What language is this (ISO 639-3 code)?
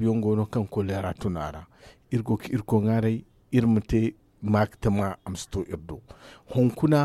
dje